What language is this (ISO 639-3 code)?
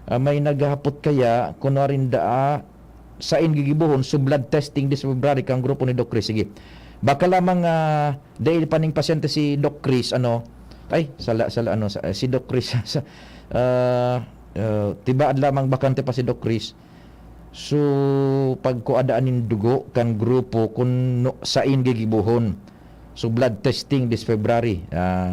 bik